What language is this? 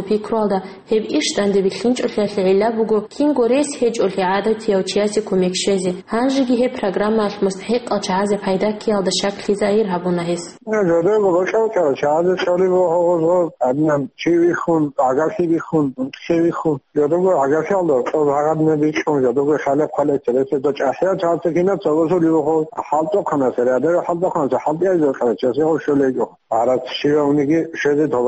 Avaric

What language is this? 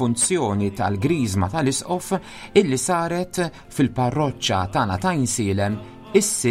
Maltese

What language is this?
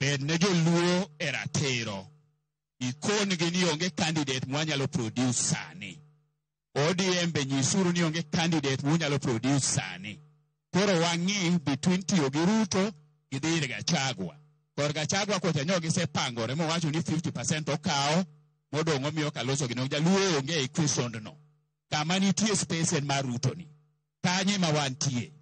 Luo (Kenya and Tanzania)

